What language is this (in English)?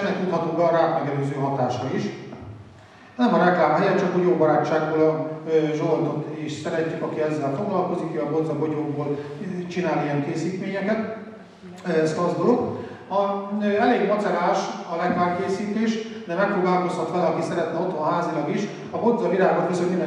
Hungarian